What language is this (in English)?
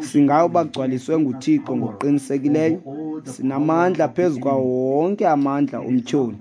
Xhosa